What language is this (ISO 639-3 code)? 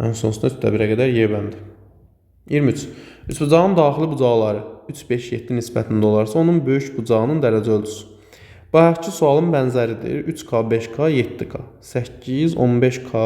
aze